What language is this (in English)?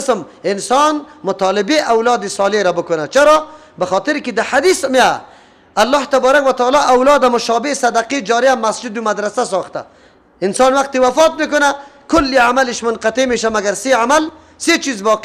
Persian